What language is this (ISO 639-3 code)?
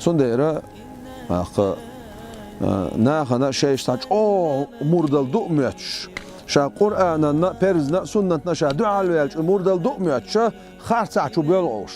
che